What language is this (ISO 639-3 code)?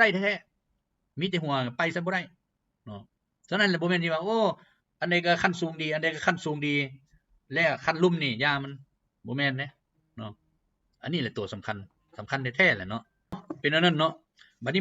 lao